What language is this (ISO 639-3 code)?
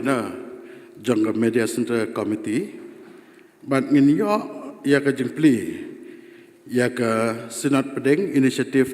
kha